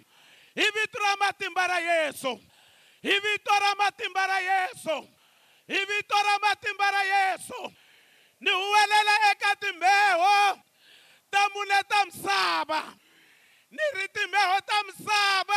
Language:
Tsonga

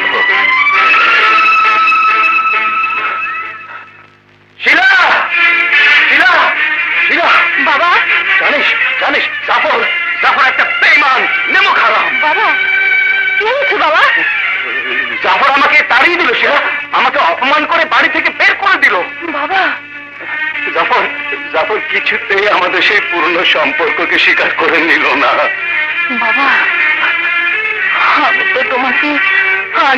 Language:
Bangla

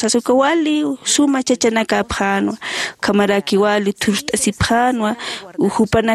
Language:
Aymara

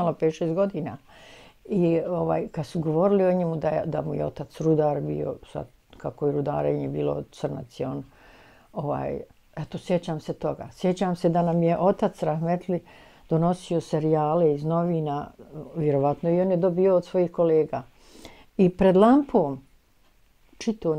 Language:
Bosnian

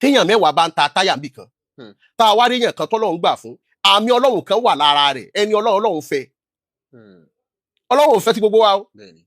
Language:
Yoruba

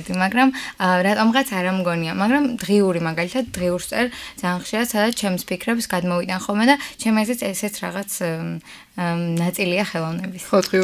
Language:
Georgian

